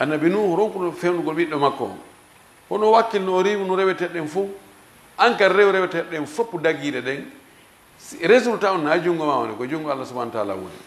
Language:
Fula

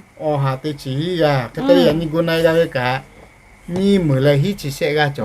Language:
Lahu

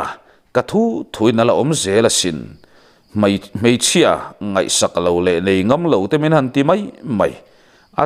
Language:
Mizo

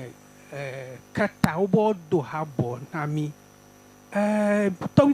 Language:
Ewe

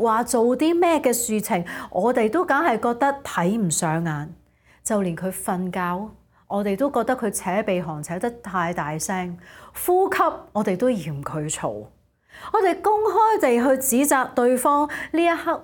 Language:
Cantonese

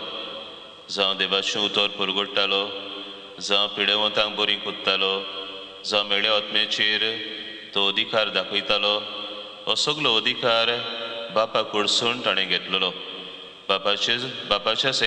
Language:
Konkani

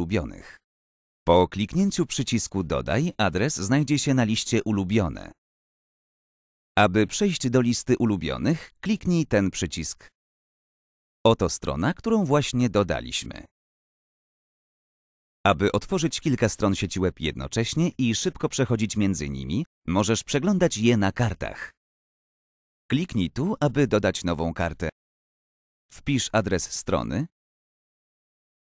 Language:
Polish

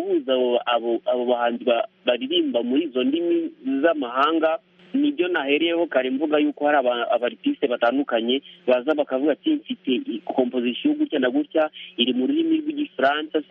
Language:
Kinyarwanda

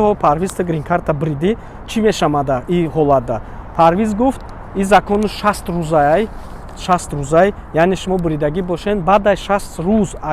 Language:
Tajik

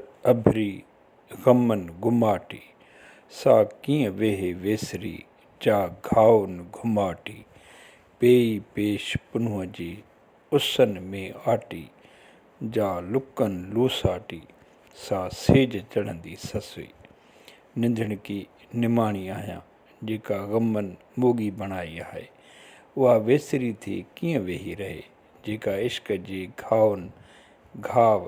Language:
Sindhi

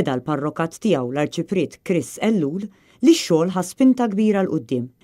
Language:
Maltese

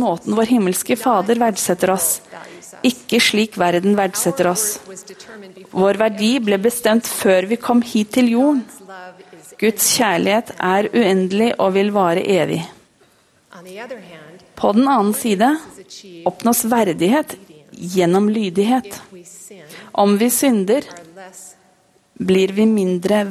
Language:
Norwegian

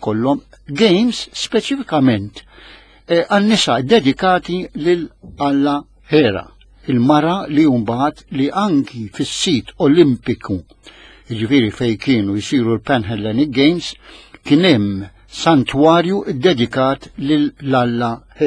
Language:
Maltese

